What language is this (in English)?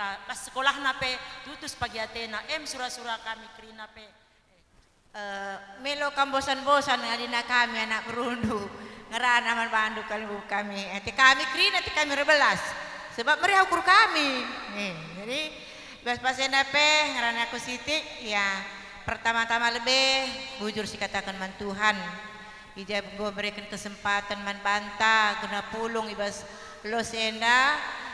Batak Karo